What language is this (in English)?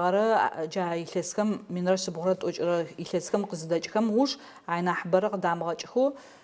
Adyghe